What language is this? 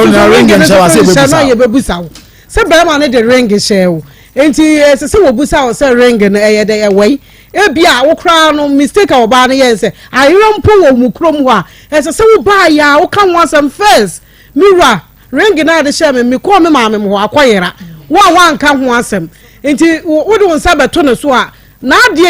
Akan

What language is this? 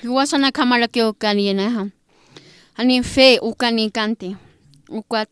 Aymara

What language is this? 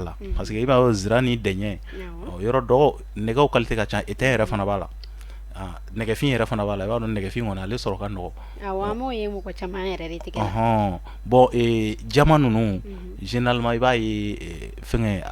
Bambara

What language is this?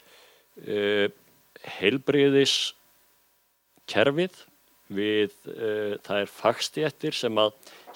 Icelandic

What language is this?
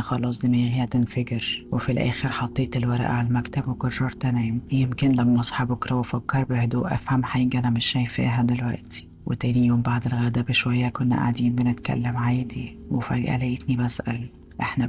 Egyptian Arabic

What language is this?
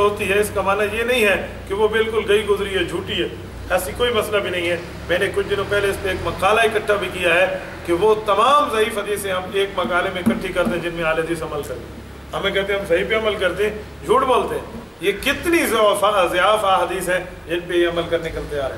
Urdu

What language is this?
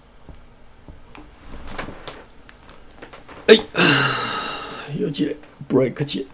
Min Nan Chinese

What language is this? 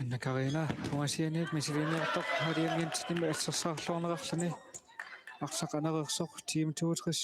Kalaallisut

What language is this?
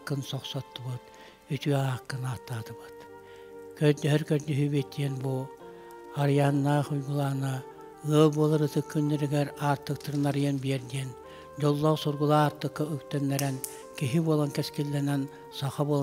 Yakut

